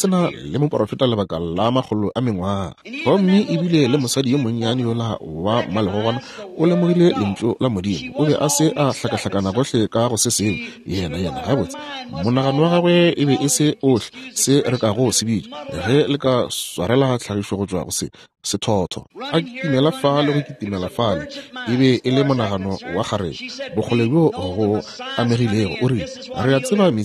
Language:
Northern Sotho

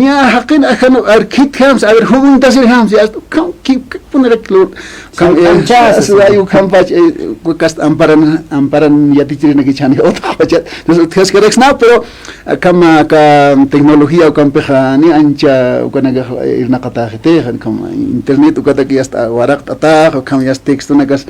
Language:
Aymara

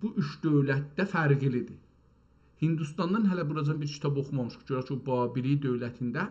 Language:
South Azerbaijani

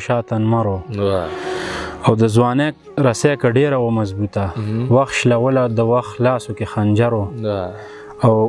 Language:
Pashto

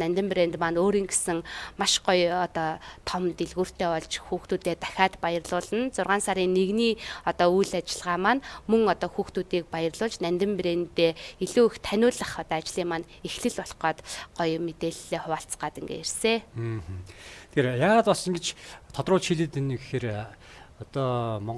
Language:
Mongolian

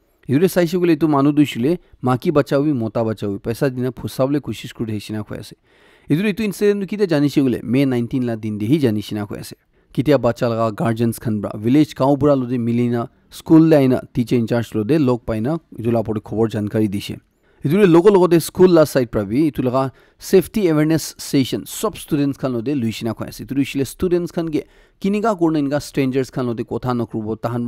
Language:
Naga Pidgin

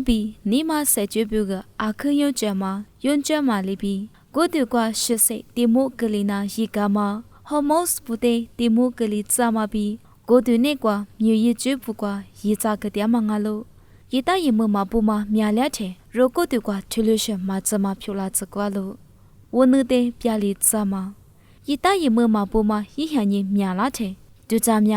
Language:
Lisu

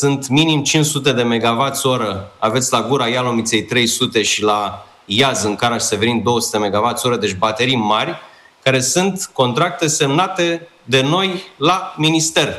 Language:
Romanian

